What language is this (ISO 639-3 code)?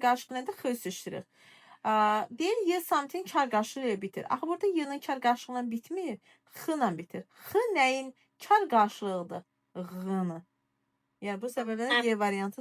aze